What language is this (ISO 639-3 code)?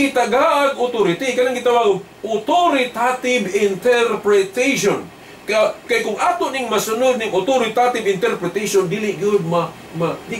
ceb